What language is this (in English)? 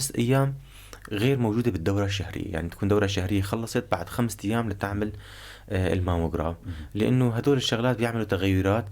North Levantine Arabic